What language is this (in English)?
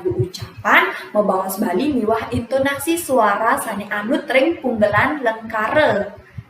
Balinese